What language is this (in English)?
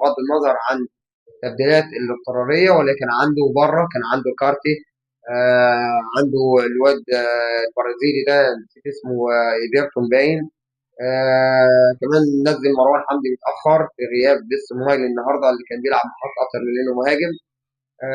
Egyptian Arabic